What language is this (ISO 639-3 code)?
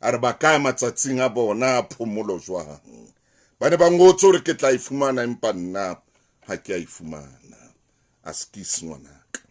sot